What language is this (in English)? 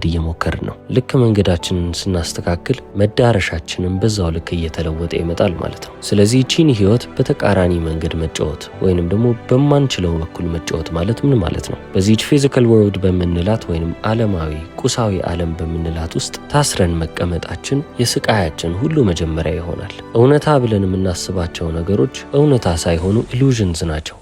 Amharic